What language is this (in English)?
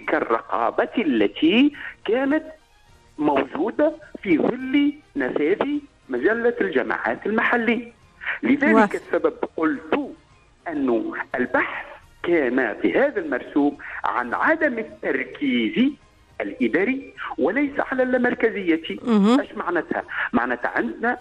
Tunisian Arabic